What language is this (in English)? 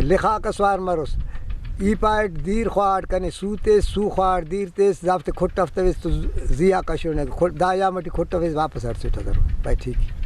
Brahui